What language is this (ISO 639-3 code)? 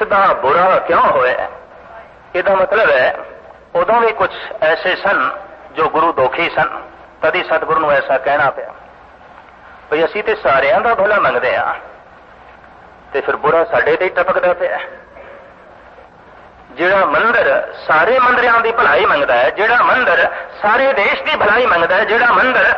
pan